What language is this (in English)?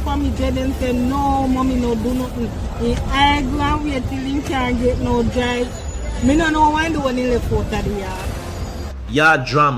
Jamaican Creole English